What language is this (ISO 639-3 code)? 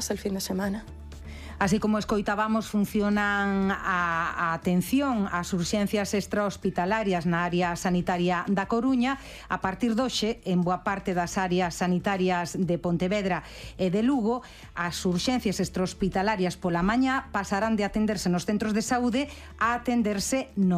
glg